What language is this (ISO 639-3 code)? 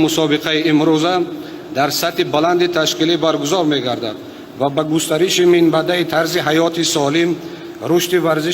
tgk